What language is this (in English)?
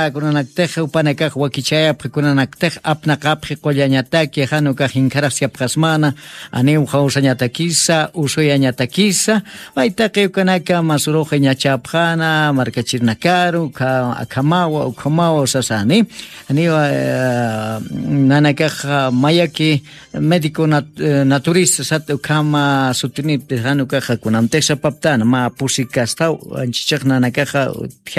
Aymara